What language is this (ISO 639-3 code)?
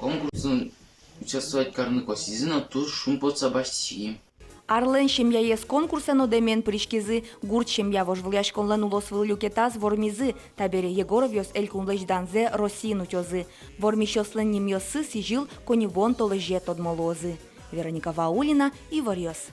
udm